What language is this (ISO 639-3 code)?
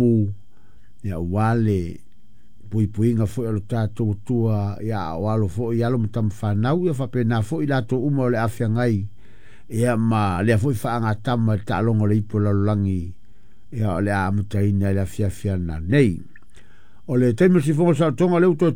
smo